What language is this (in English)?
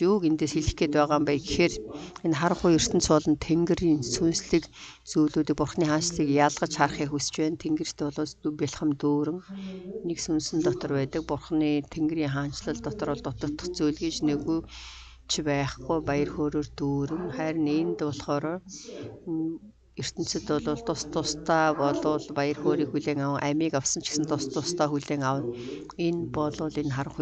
Mongolian